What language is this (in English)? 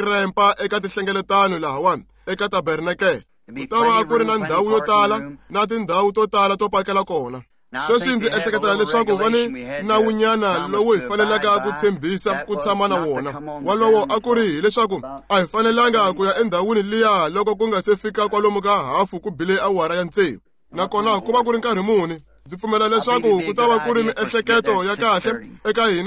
Tsonga